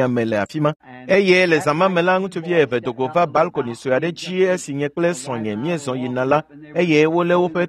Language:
Ewe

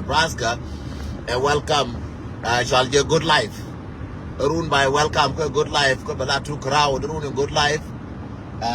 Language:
Nuer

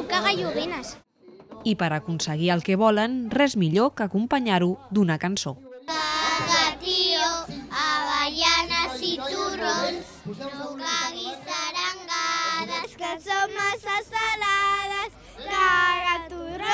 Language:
Catalan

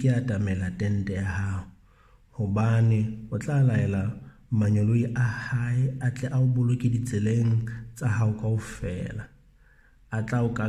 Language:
Southern Sotho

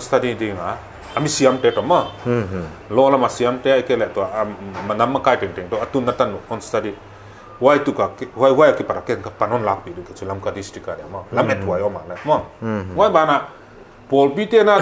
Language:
Paite Chin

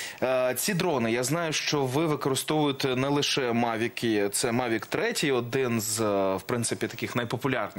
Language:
Ukrainian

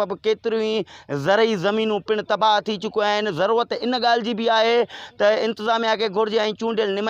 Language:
Sindhi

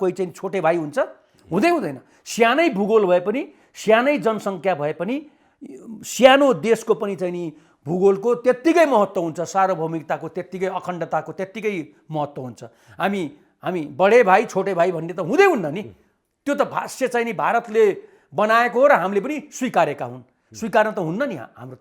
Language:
Nepali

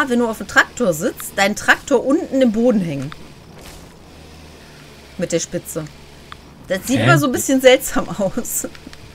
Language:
German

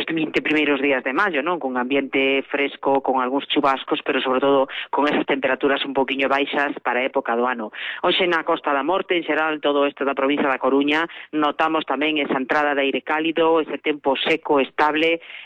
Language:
Galician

